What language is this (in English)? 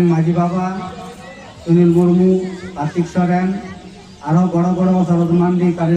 Santali